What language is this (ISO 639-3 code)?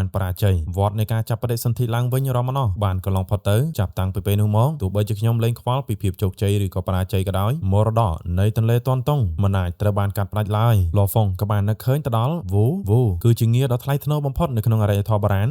khm